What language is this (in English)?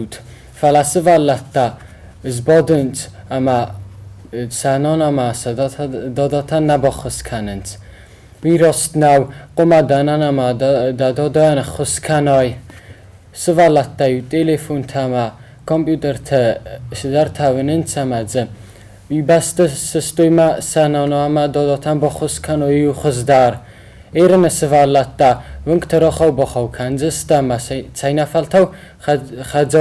Ossetic